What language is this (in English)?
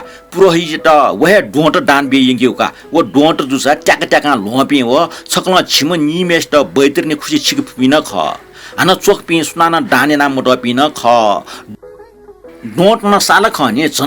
Newari